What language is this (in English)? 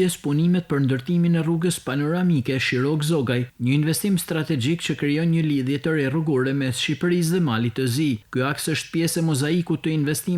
Albanian